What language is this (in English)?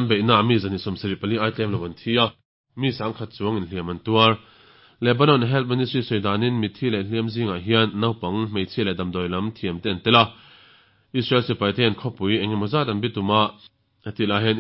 Mizo